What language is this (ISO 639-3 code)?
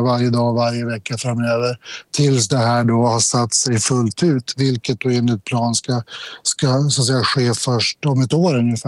swe